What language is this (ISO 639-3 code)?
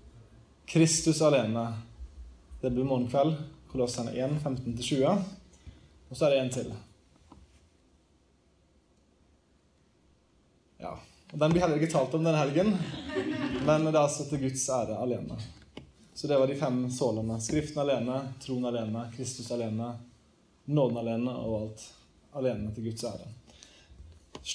nor